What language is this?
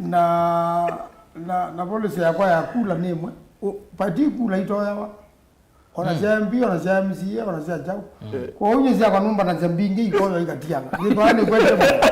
Kamba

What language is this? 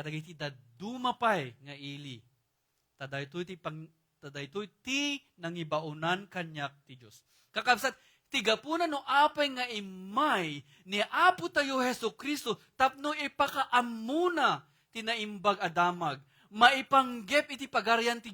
Iloko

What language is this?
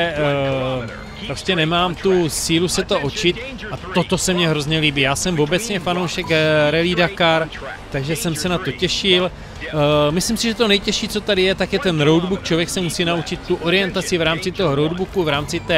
Czech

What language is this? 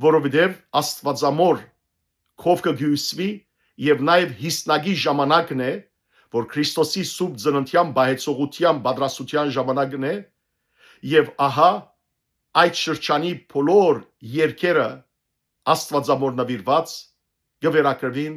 Western Armenian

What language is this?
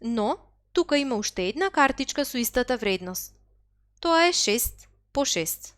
Macedonian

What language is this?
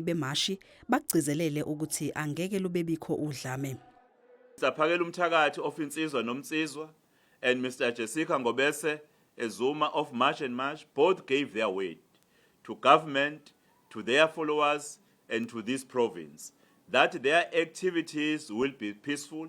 Zulu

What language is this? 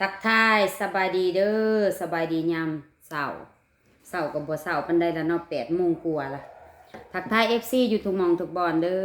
Lao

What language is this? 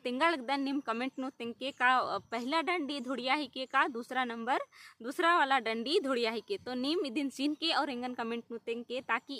Kurukh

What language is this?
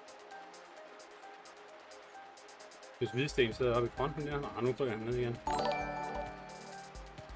Danish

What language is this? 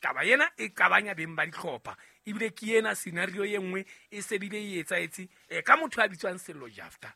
Southern Sotho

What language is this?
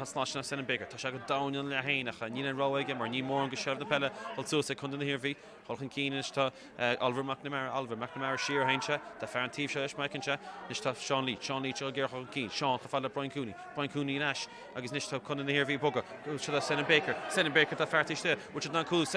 Irish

